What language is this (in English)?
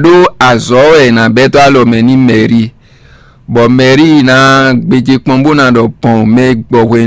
Fon